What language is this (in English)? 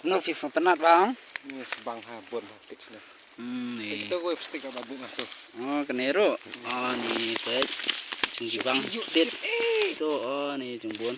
Khasi